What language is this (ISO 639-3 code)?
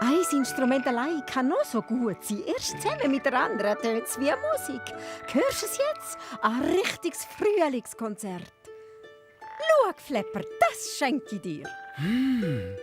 gsw